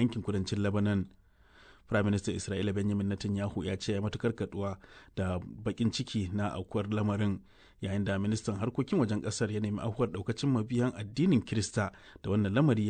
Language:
Hausa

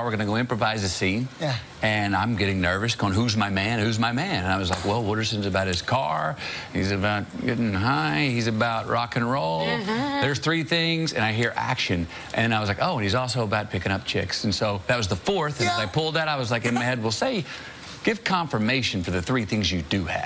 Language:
English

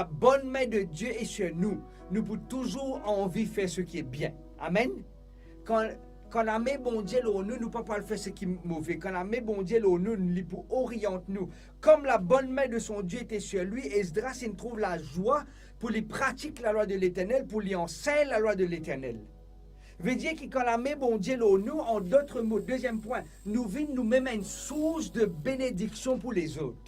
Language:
Morisyen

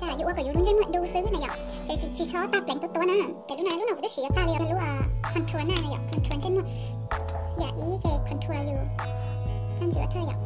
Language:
Hmong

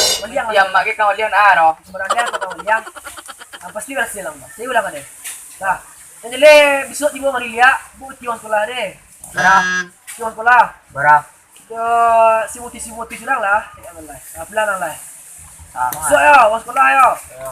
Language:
Minangkabau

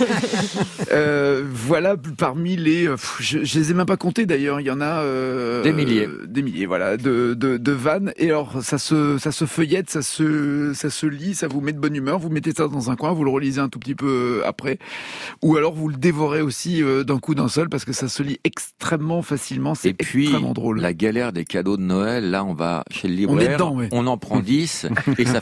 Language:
French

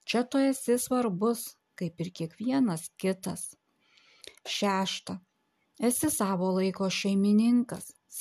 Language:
Lithuanian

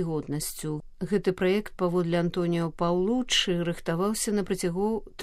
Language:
Belarusian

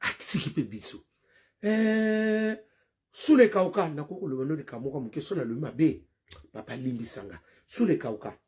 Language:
Lingala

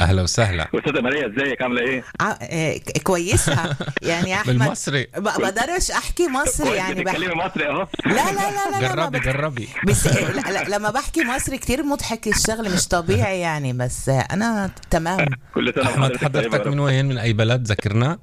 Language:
North Levantine Arabic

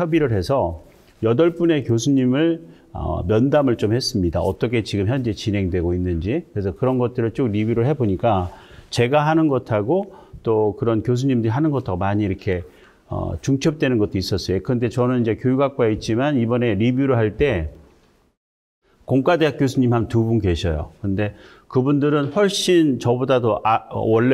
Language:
Korean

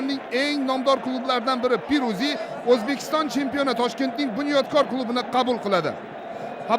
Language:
Uzbek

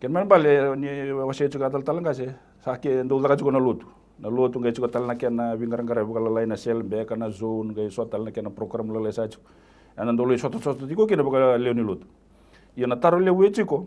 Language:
Fijian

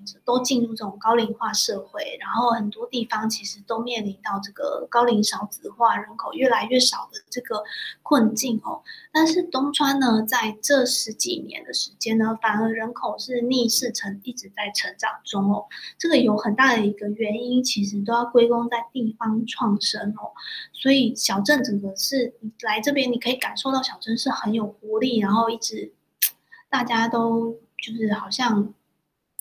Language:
Chinese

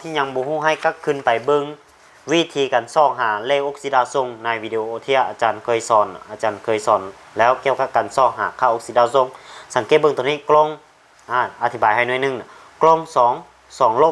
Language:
Lao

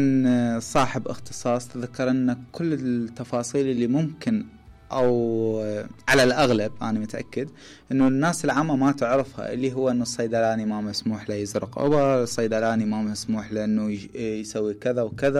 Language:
Mesopotamian Arabic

